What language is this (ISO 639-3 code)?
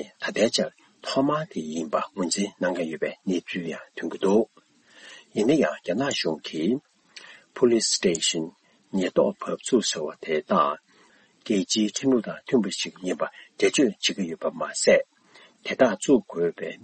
bod